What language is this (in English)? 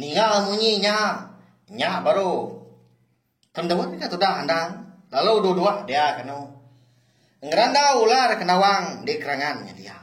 Iban